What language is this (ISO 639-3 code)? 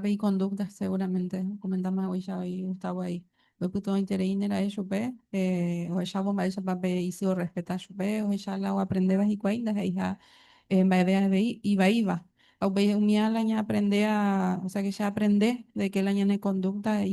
grn